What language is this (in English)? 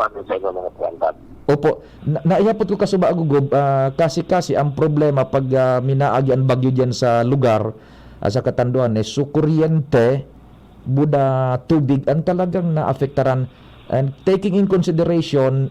Bikol